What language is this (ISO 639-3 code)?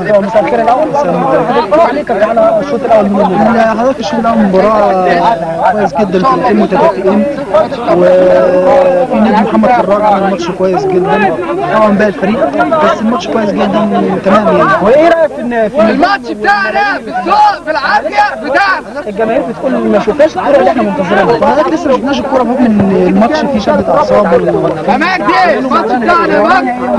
arz